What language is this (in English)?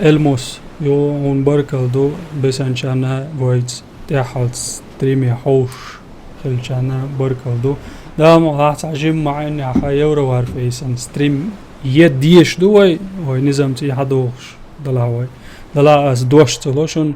Chechen